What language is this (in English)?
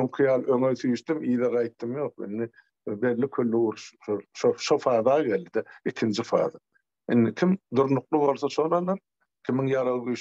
Turkmen